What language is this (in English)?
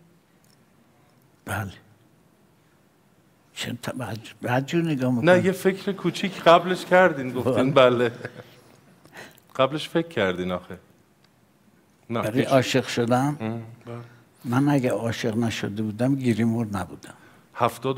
Persian